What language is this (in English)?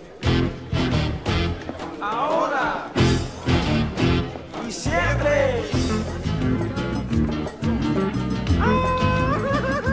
French